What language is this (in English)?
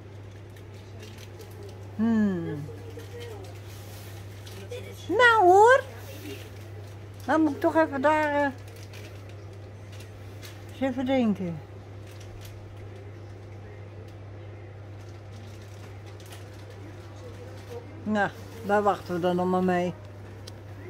Dutch